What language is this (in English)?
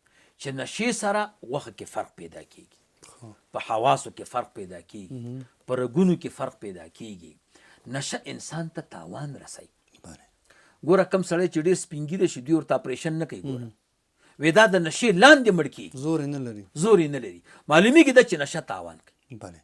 Pashto